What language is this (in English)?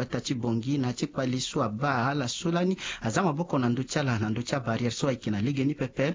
Sango